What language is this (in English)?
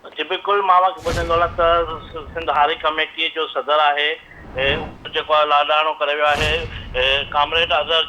Sindhi